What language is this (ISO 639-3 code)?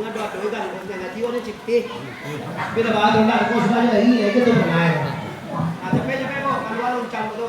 min